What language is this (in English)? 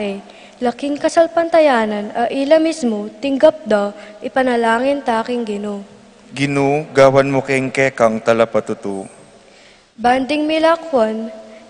Pampanga